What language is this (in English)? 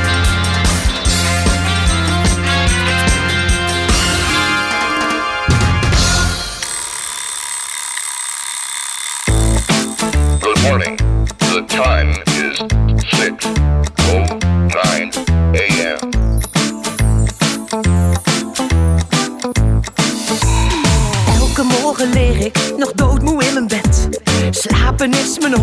Dutch